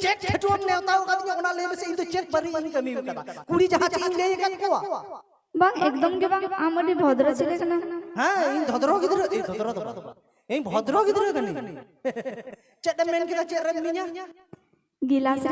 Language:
Santali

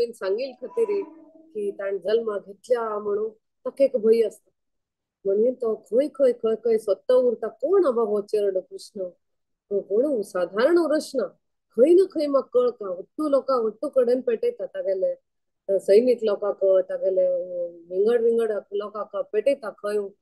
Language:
Konkani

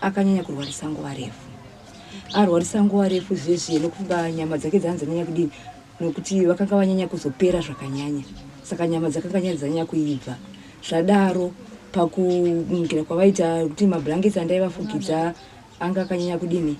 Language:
Shona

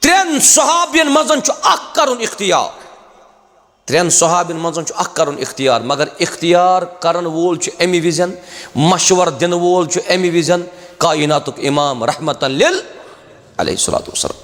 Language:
Kashmiri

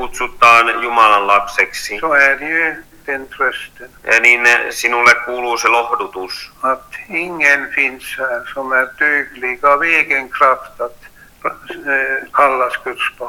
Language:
Finnish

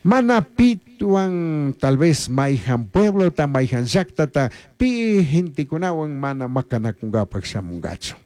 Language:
Chimborazo Highland Quichua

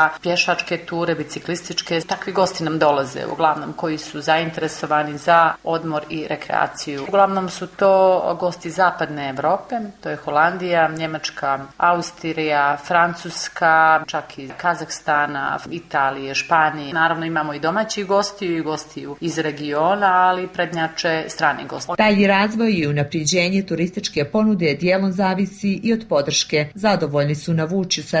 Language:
Bosnian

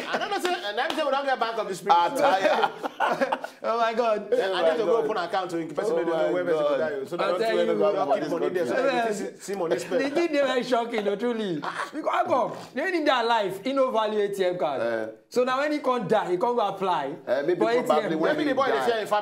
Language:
Nigerian Pidgin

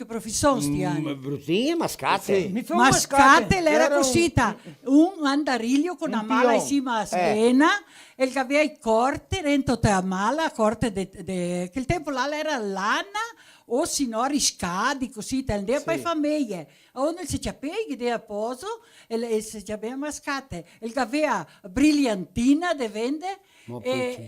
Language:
Venetian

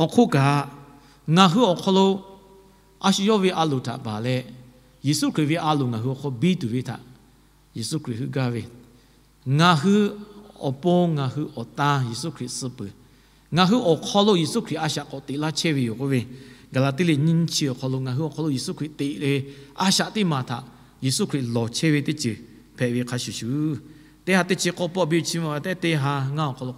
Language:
Lahu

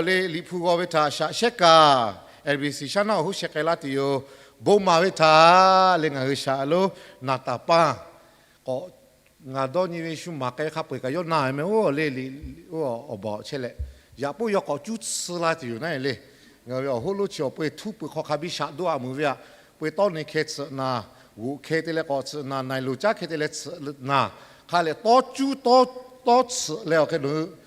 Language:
Lahu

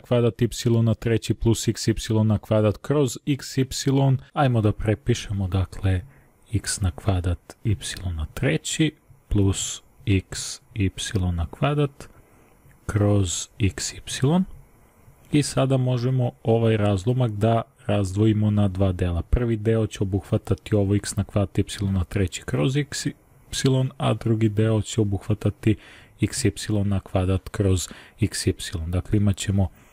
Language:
Serbian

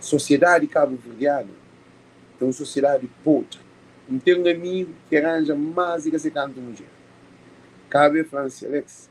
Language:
Kabuverdianu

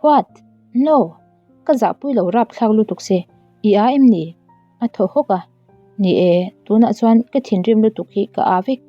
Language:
Mizo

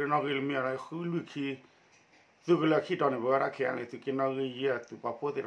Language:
S'gaw Karen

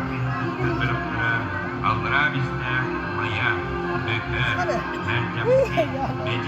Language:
Yakut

